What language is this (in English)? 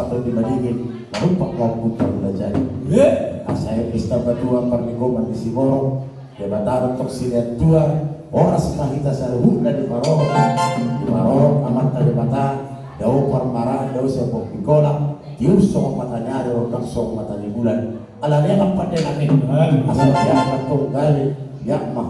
Batak Toba